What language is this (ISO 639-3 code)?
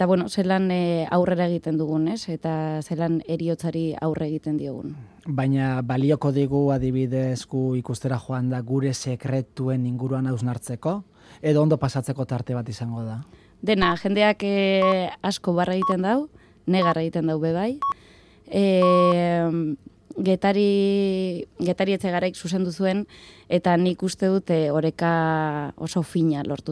eus